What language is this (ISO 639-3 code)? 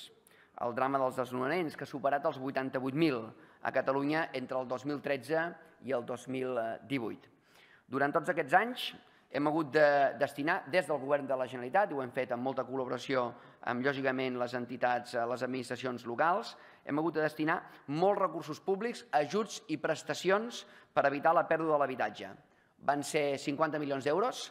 cat